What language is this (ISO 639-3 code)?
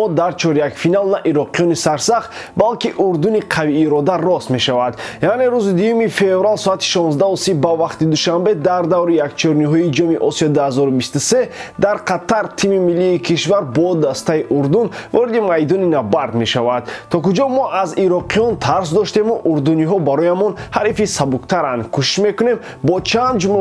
tgk